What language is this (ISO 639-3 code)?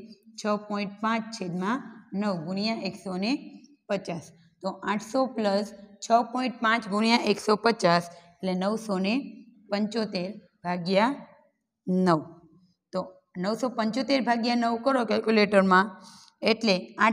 guj